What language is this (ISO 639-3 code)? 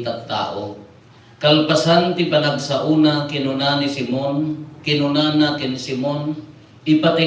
ilo